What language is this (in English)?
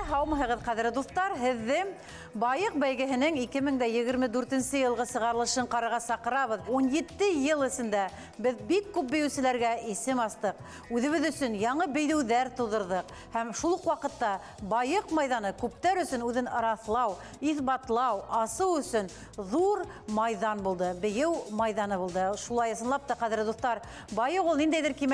Bashkir